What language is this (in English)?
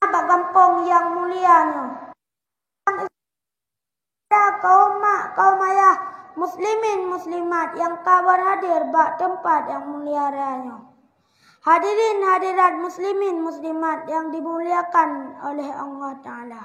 Achinese